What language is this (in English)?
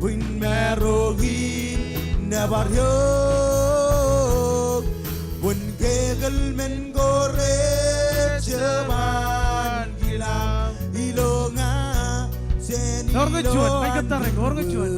Marshallese